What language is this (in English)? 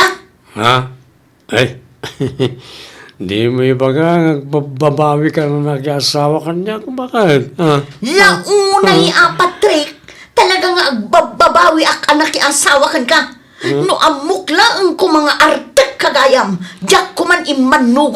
Iloko